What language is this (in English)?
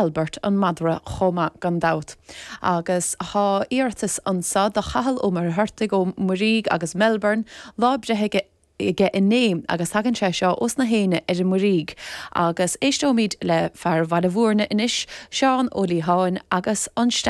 Irish